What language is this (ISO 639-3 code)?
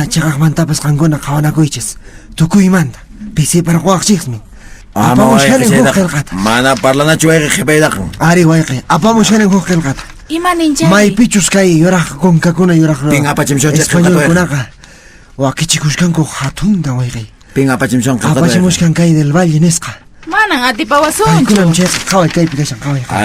que